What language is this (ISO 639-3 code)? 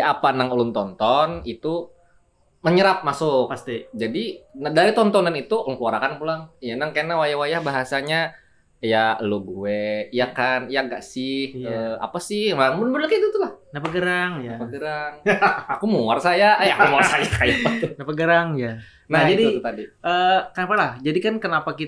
bjn